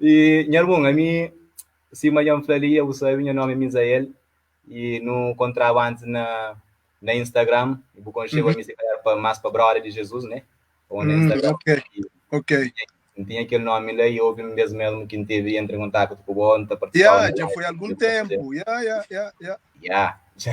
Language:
Kabuverdianu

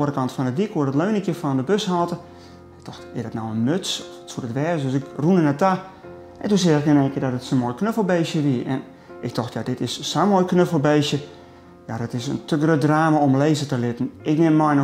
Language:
Western Frisian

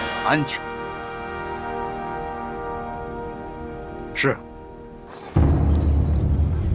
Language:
Chinese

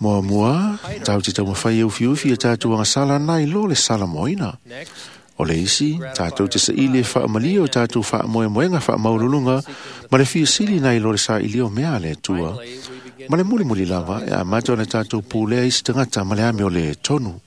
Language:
Samoan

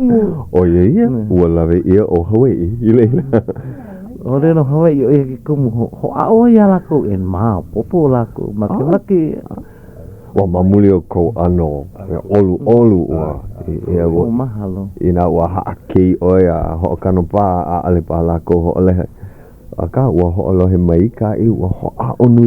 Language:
Hawaiian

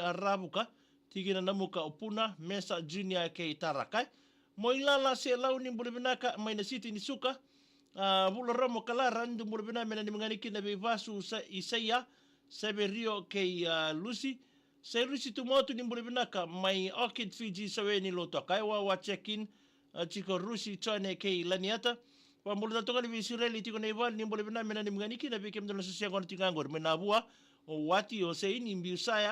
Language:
Fijian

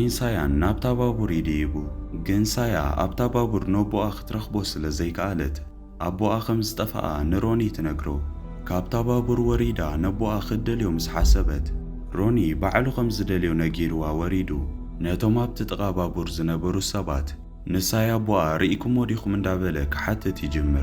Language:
Tigrinya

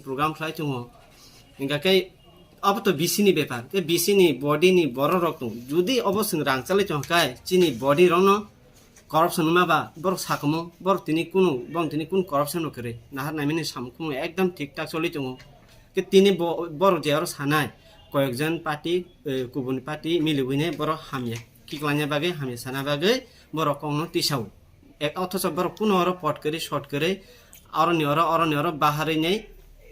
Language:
Kok Borok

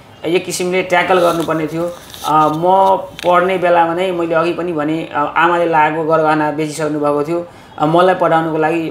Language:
Nepali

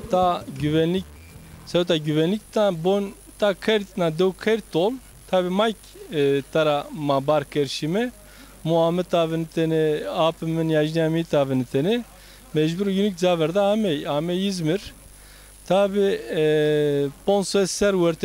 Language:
Zaza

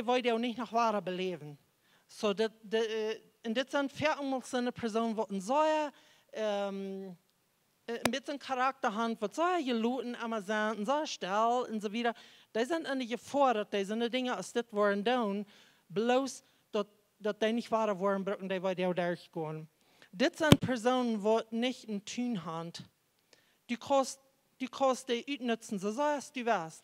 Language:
Plautdietsch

